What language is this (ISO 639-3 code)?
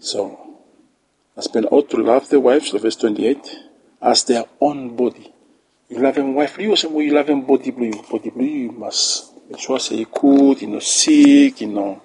bis